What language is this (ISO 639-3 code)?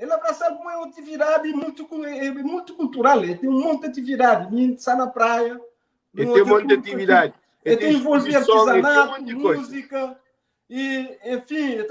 kea